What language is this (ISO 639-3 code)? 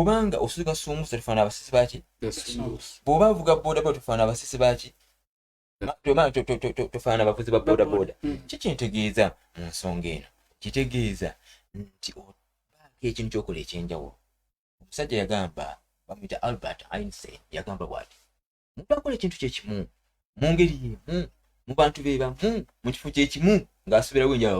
lug